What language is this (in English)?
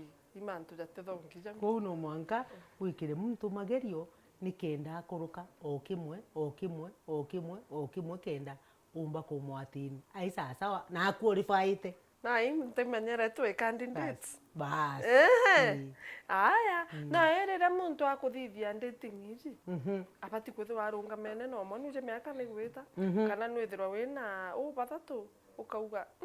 Meru